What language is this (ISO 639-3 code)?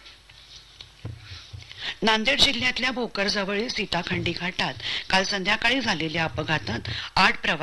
mar